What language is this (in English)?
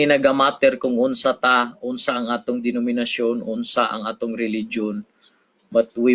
Cebuano